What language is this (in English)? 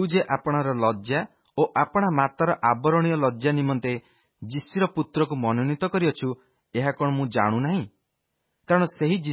Odia